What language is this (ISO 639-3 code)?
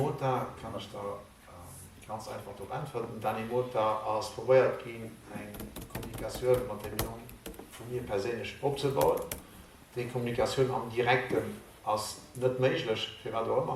ltz